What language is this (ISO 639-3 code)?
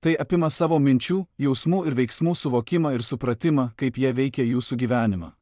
lit